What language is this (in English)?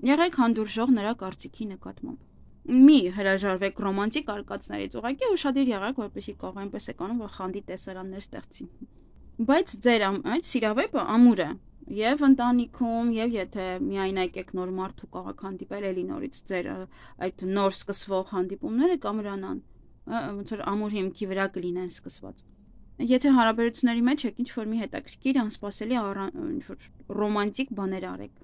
Armenian